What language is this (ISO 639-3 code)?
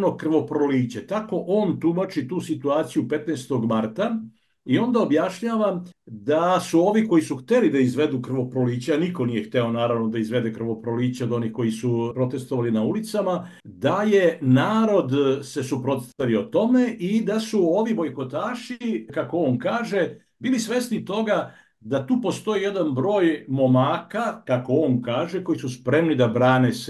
srp